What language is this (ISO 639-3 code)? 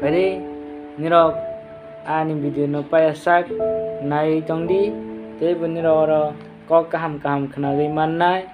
trp